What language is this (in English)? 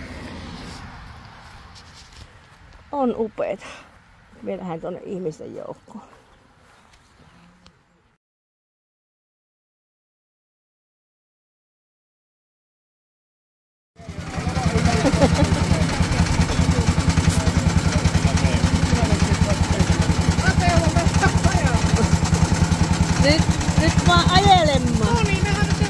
Finnish